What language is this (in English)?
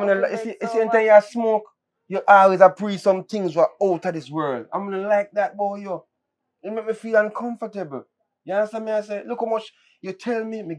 Jamaican Creole English